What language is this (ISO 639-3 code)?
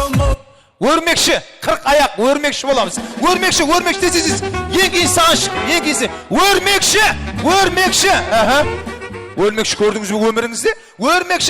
kaa